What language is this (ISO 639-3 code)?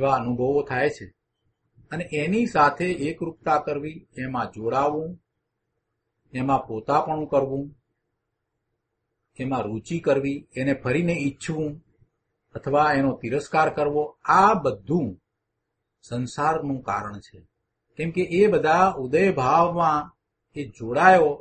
guj